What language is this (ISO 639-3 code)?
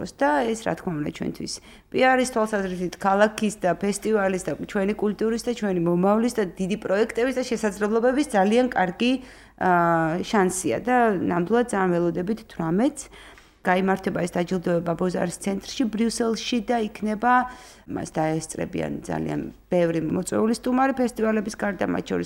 kat